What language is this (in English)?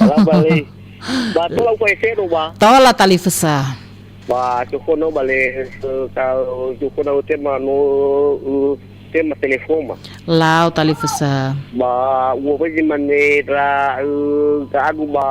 Nias